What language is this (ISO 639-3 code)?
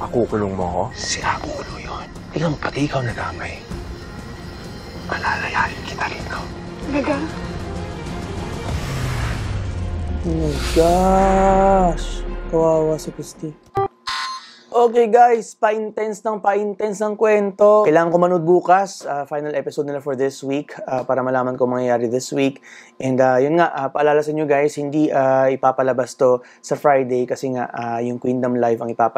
fil